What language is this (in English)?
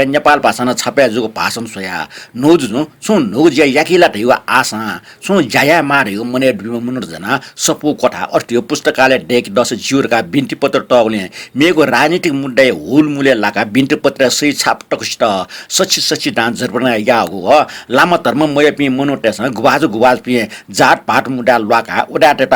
Newari